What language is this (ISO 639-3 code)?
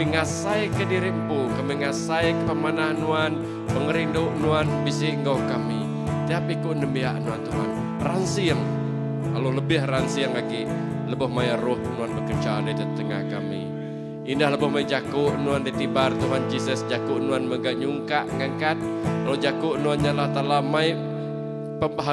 iba